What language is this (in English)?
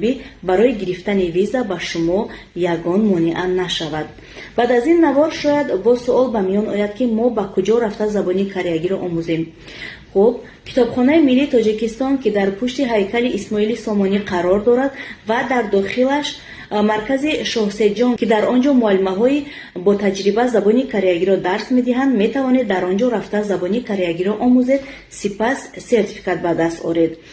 Tajik